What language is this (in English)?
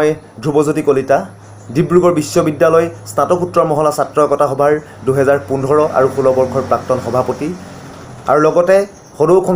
Assamese